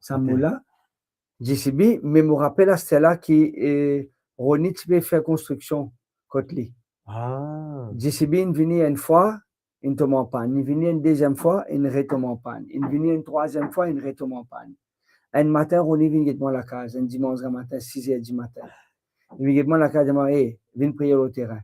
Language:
Morisyen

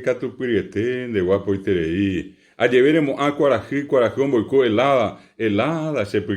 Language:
Guarani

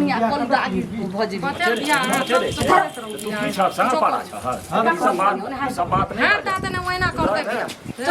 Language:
Maithili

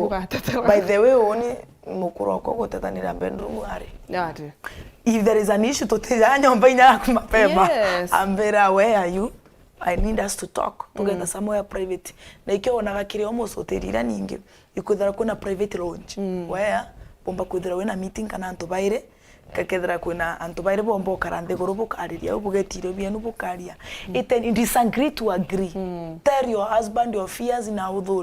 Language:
Meru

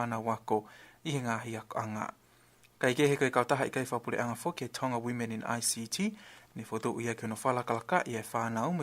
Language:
Tongan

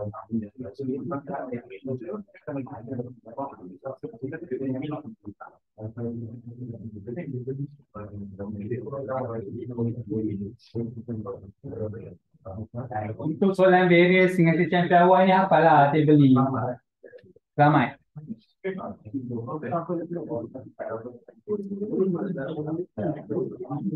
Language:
Malay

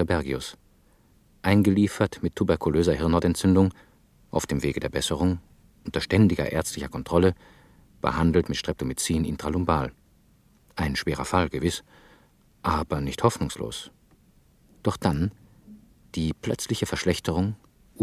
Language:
Swiss German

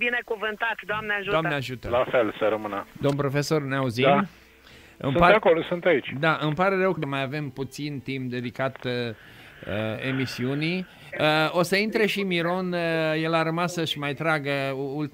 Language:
Romanian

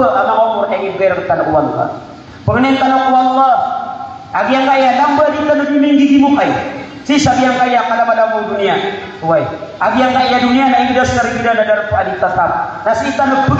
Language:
Maranao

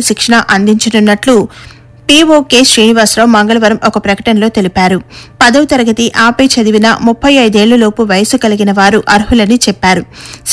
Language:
Telugu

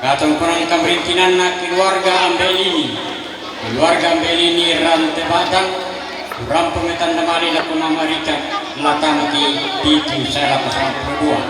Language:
Toraja-Sa'dan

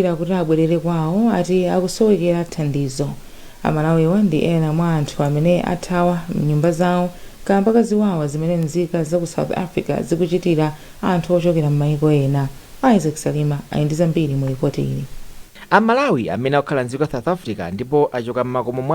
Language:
Nyanja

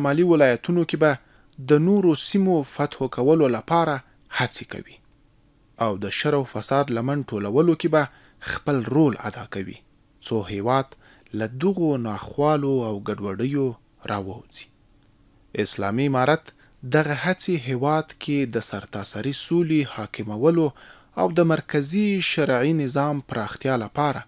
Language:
Pashto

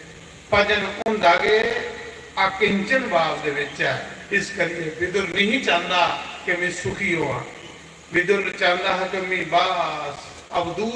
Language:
Dogri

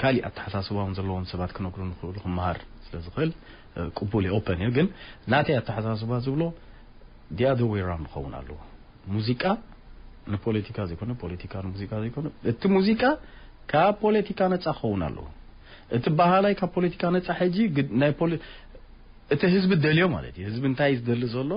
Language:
Tigrinya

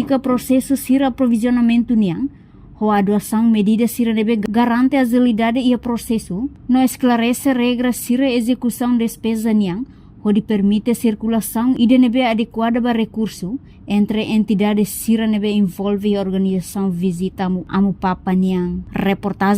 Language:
Tetum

